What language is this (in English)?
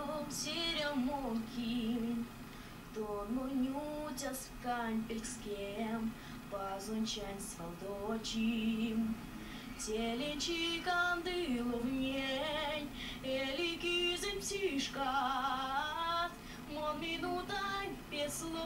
Erzya